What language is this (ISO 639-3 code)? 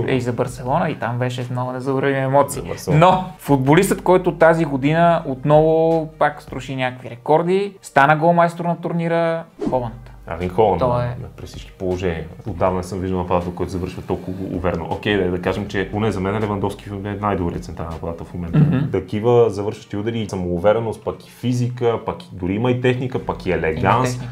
bul